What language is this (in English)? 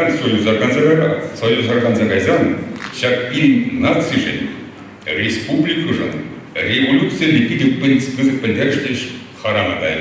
Chuvash